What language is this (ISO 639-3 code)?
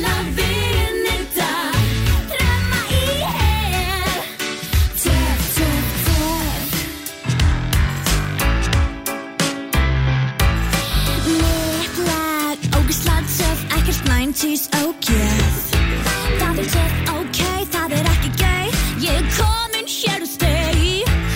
isl